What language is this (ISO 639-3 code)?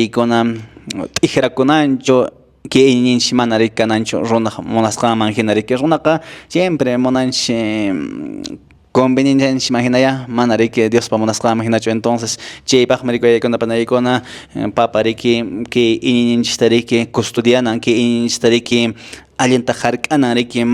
que